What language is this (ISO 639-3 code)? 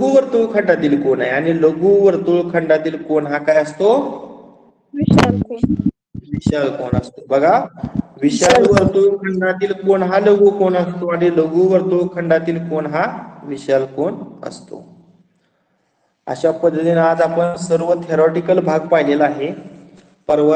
mar